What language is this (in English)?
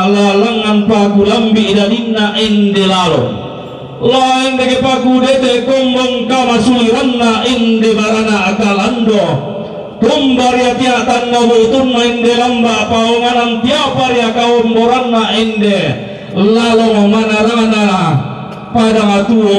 Toraja-Sa'dan